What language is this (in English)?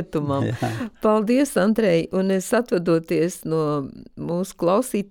Latvian